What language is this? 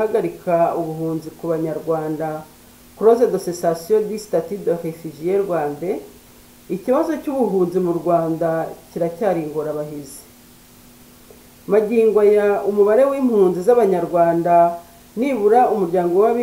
Kinyarwanda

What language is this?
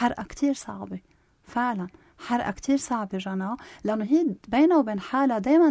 North Levantine Arabic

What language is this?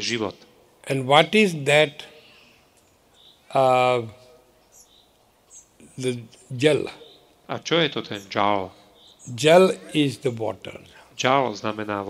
Slovak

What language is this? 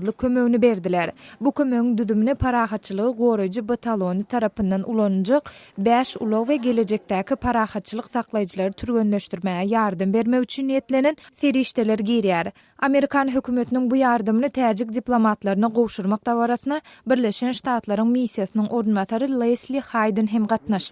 Turkmen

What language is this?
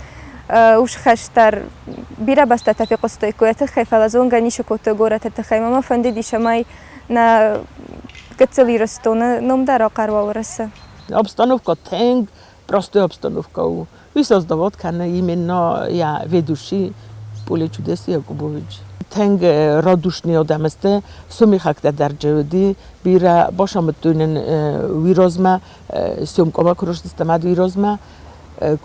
Ossetic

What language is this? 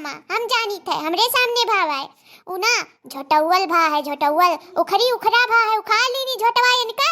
Awadhi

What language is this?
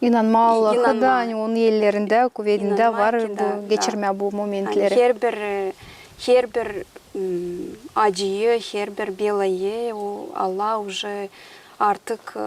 Gagauz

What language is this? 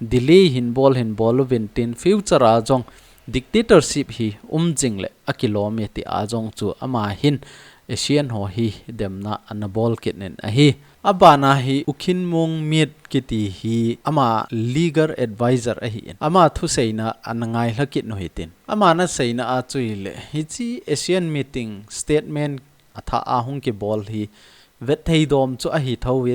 Thado Chin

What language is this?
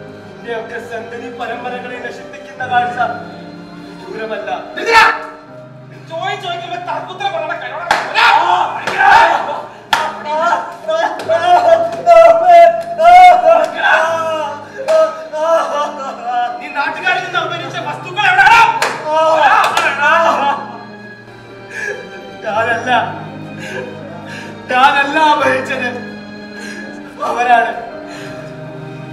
Malayalam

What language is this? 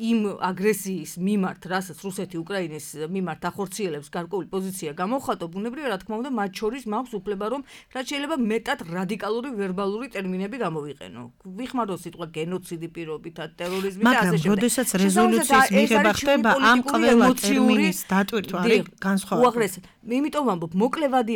Georgian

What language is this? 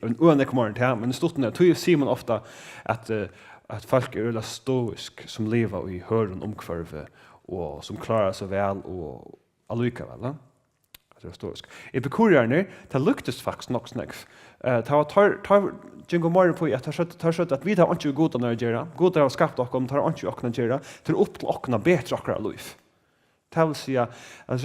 Faroese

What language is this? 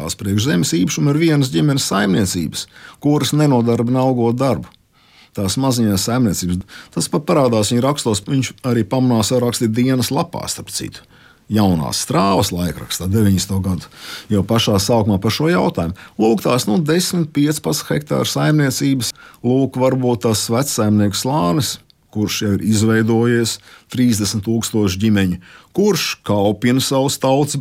Latvian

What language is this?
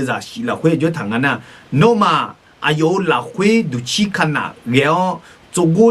Akha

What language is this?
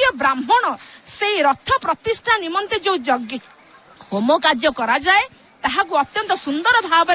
Odia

